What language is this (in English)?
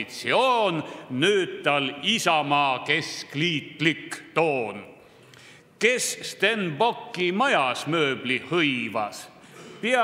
Estonian